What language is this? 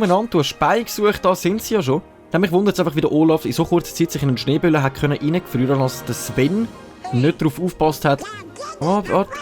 Swiss German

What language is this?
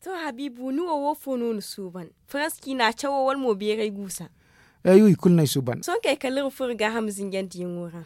Zarma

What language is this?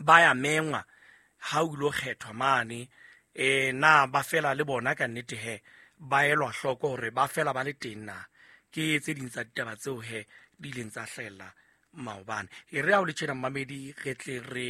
Southern Sotho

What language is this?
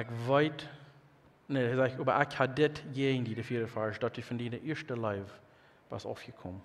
Plautdietsch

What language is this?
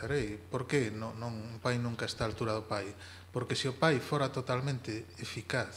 Galician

